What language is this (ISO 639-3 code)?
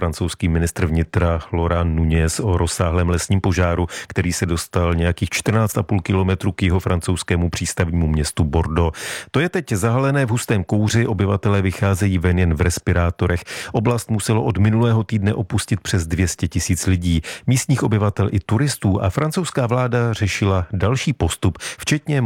ces